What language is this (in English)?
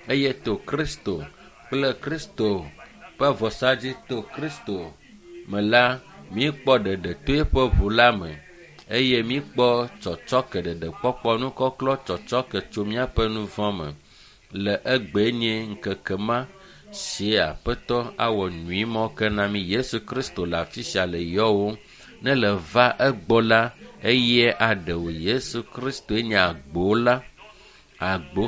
Ewe